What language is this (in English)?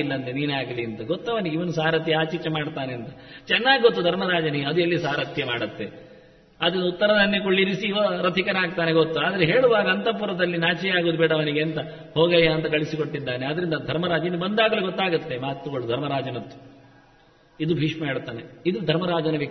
Kannada